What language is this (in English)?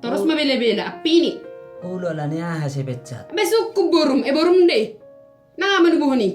Batak Toba